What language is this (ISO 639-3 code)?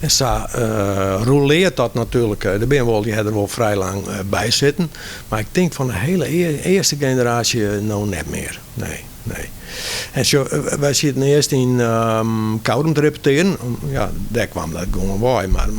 fry